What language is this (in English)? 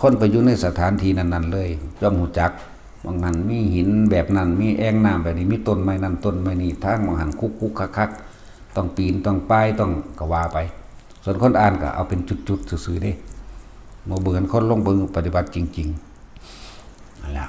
Northeastern Thai